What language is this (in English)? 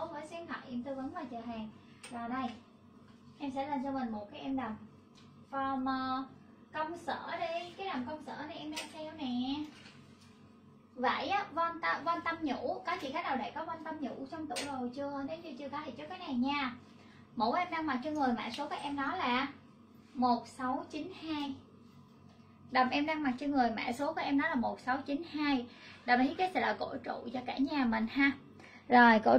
Vietnamese